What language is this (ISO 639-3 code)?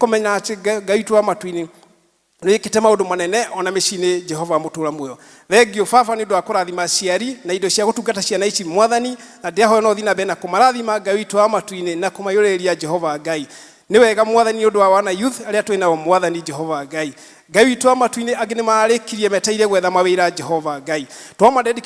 kik